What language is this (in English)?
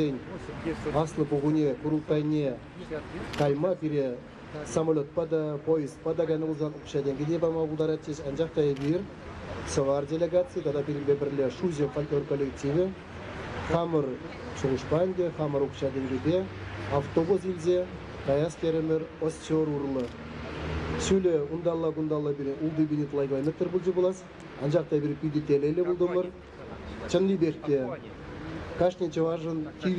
Chuvash